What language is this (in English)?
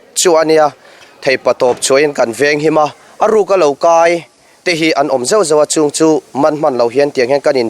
Mizo